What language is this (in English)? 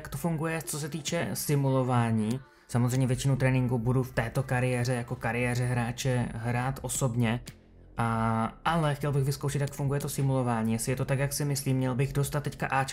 Czech